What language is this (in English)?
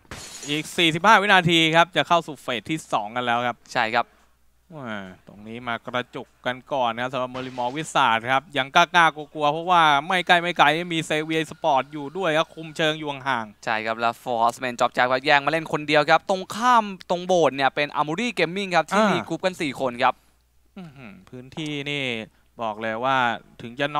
Thai